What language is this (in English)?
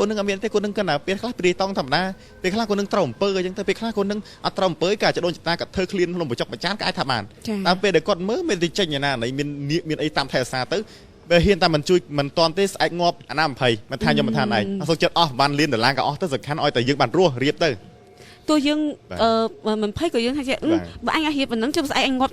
Khmer